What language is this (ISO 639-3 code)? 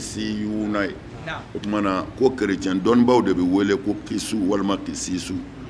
bam